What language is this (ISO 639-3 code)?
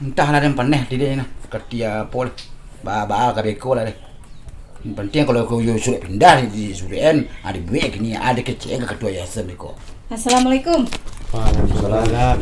min